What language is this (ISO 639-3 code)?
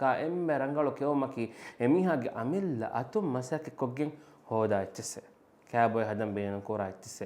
div